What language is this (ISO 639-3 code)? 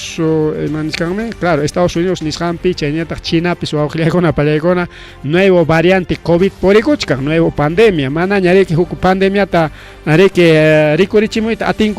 quy